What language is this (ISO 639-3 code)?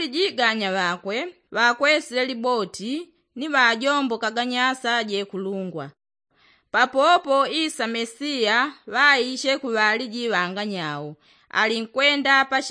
yao